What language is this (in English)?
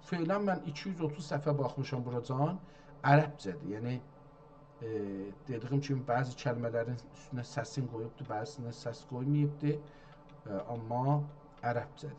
South Azerbaijani